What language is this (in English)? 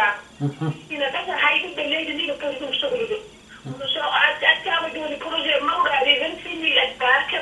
Fula